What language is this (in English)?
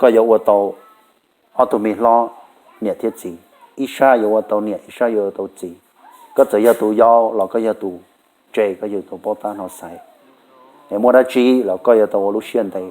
Hmong